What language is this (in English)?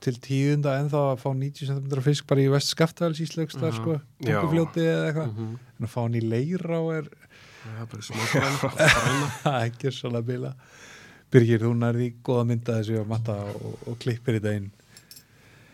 Icelandic